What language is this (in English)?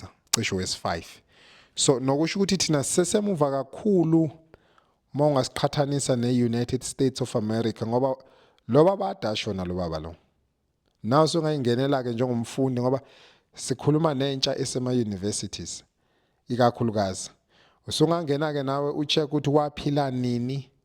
Zulu